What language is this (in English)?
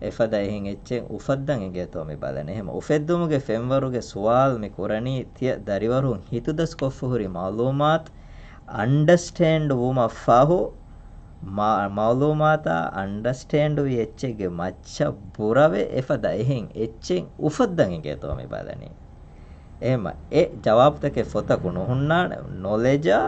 Divehi